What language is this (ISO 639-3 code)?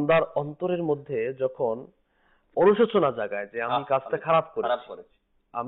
ben